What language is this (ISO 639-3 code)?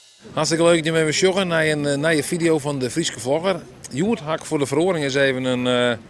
fry